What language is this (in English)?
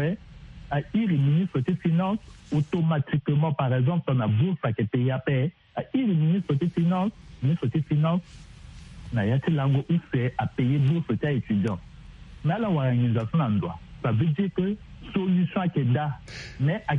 Sango